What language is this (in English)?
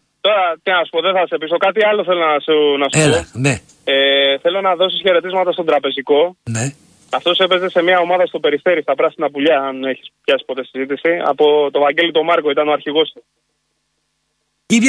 Greek